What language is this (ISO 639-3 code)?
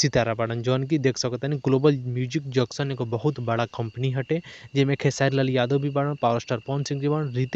bho